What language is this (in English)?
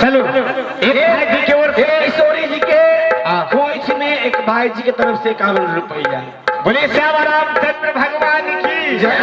Maithili